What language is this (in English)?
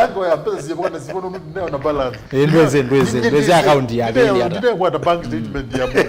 Kamba